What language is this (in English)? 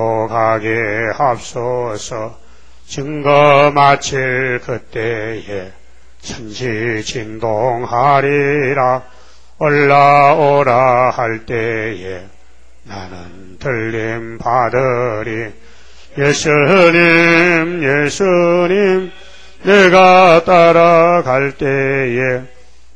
Korean